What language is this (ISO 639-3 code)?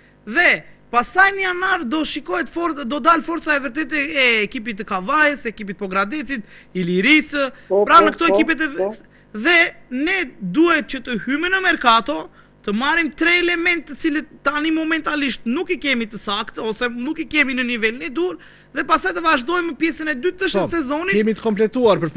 sqi